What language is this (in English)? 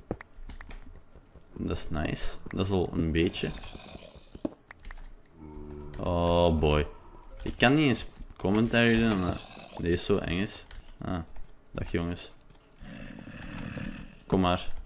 Dutch